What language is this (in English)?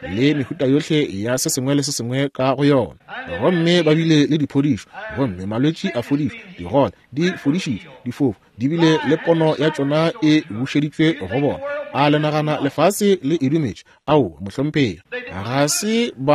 Northern Sotho